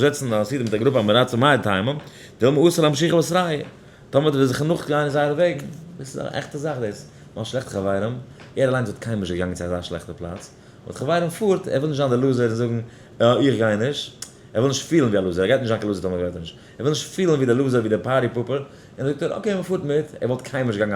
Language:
Yiddish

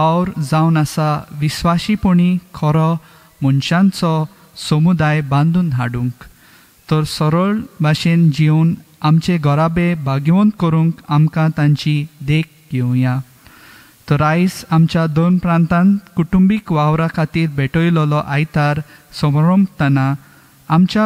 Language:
Konkani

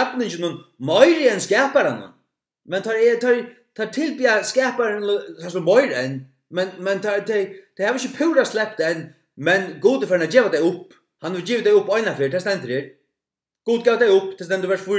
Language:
Faroese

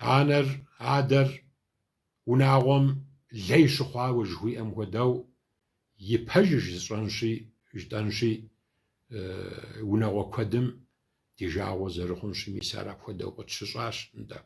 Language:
Kabardian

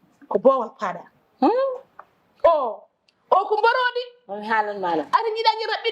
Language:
Fula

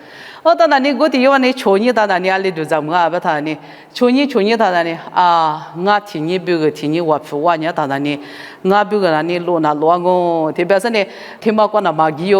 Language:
Lisu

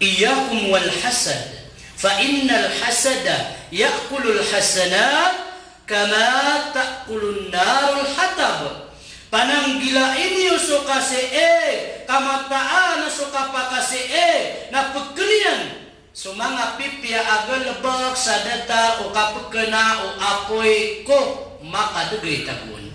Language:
Maranao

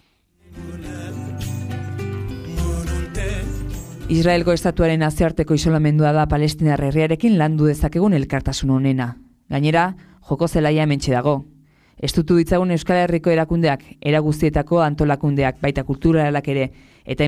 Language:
Basque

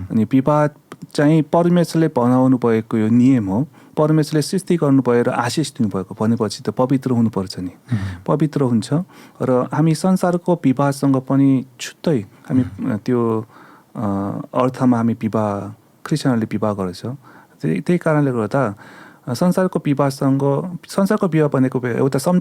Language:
Nepali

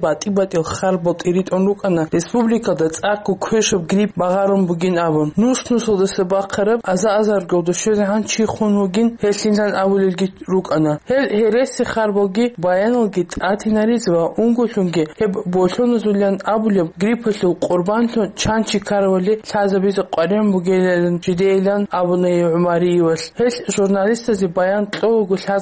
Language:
Avaric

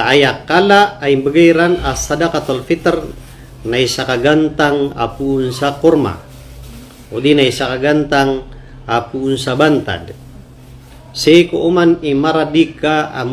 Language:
Maranao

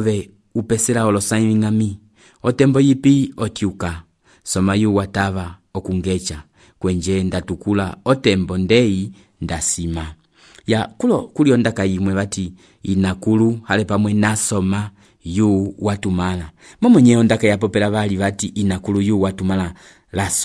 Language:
Umbundu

